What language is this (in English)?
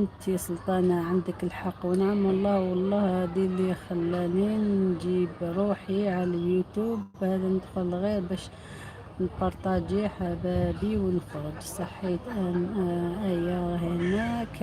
Algerian Arabic